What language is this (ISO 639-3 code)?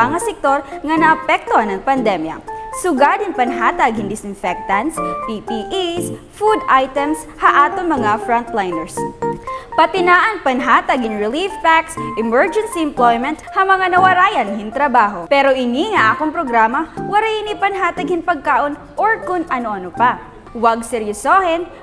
war